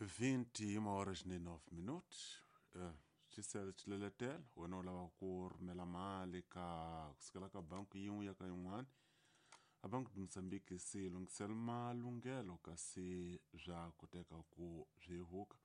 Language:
Tsonga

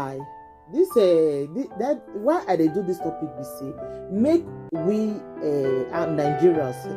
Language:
Nigerian Pidgin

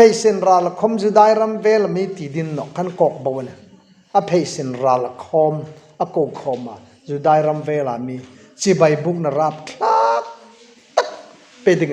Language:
Hmar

